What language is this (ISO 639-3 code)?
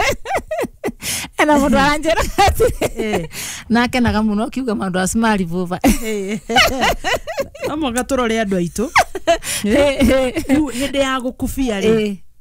kik